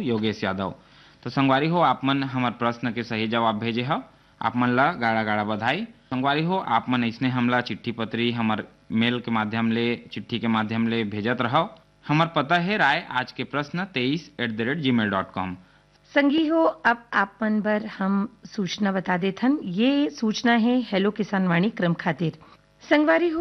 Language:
Chhattisgarhi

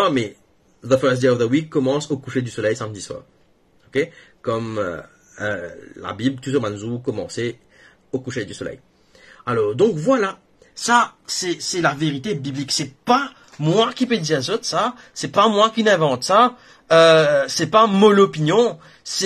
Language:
Morisyen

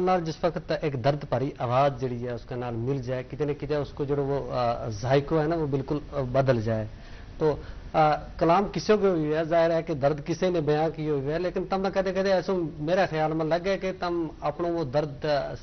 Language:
Gujari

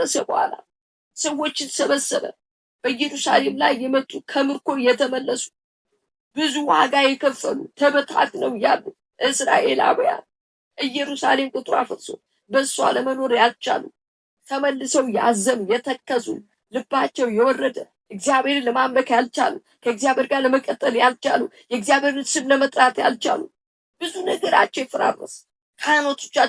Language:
Amharic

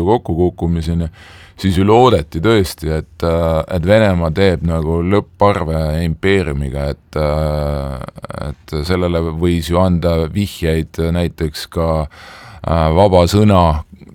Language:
Estonian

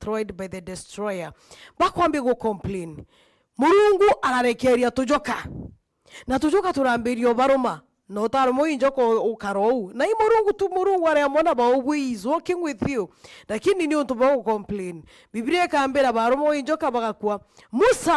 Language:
Meru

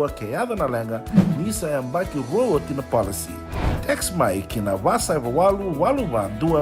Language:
Fijian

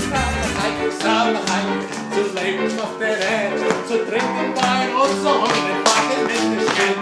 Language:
Yiddish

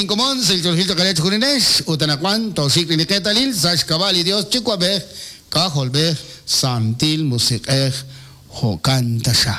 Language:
Kekchí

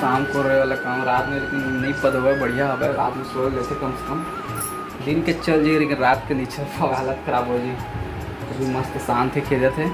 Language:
Chhattisgarhi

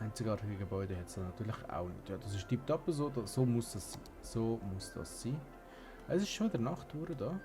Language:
Swiss German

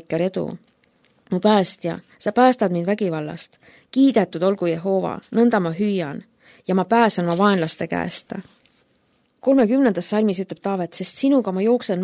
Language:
Estonian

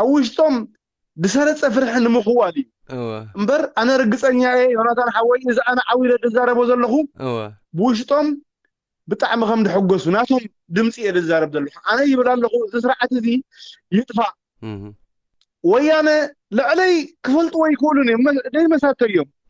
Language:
Tigrinya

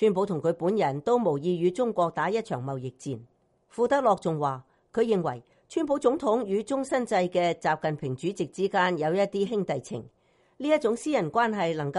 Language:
Cantonese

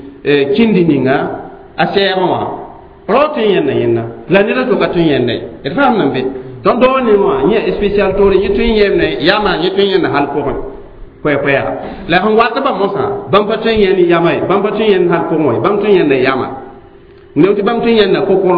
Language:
Mossi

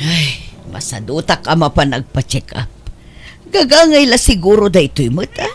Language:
Iloko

